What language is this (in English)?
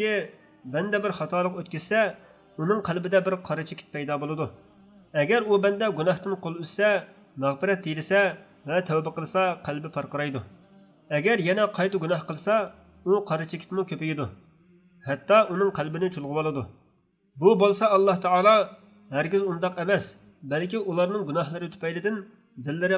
Uyghur